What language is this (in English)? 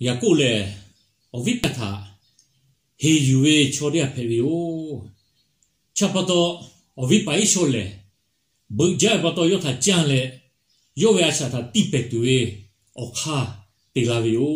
Lahu